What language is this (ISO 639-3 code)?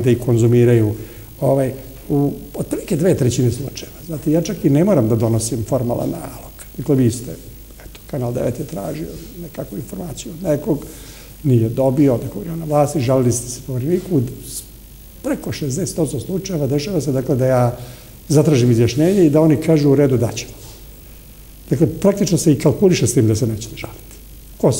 srp